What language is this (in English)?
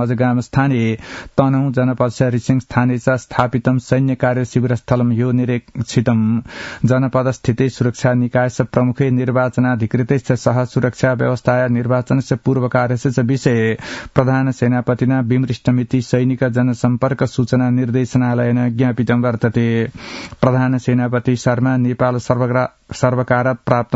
Sanskrit